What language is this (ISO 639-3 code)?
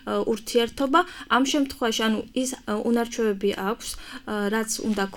kat